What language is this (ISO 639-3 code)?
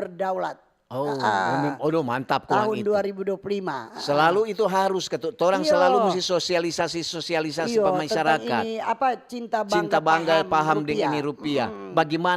xmm